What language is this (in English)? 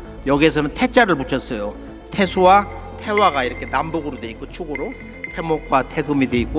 Korean